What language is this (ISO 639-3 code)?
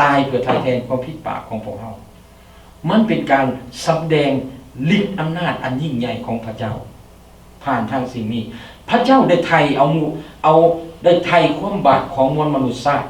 lao